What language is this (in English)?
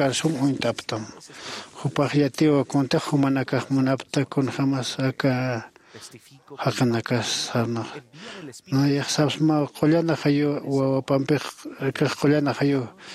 Aymara